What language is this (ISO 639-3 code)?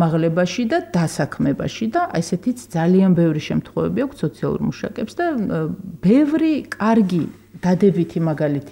kat